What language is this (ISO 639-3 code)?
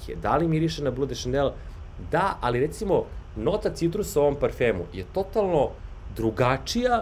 srp